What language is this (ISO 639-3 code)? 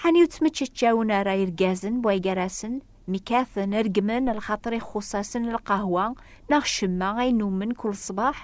kab